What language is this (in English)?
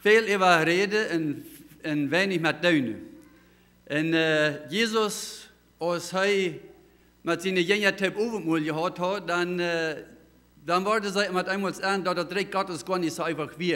Plautdietsch